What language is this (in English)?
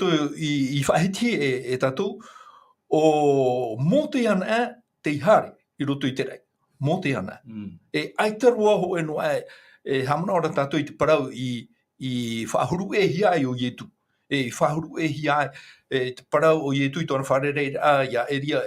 Tahitian